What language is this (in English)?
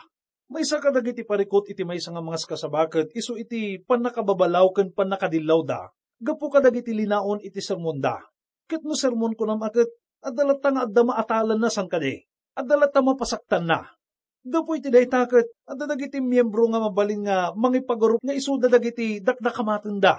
Iloko